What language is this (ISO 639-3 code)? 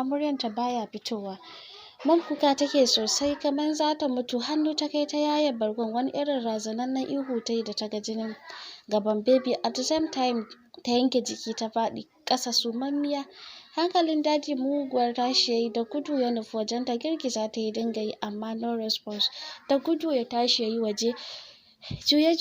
hau